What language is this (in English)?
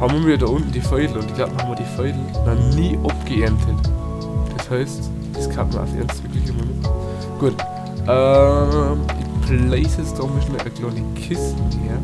Bavarian